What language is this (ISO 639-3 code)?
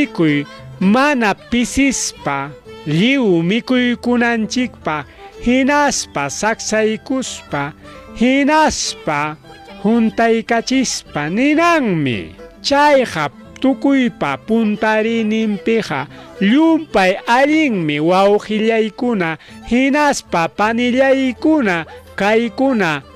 quy